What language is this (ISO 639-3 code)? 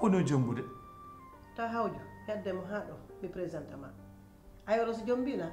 fuf